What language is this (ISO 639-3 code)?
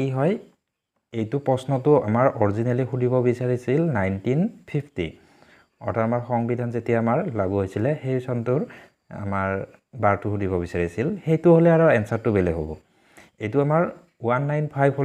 asm